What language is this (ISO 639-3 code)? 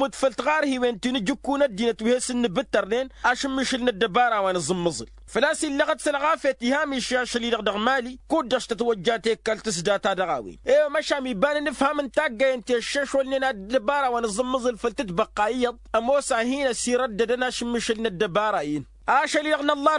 taq